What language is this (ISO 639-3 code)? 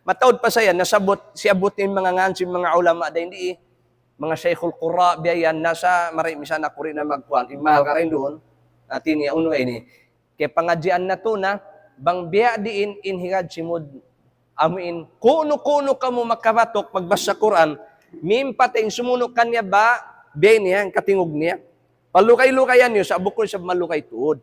tsg